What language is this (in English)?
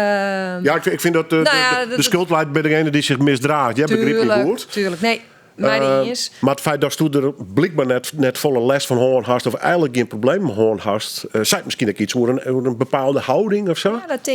Western Frisian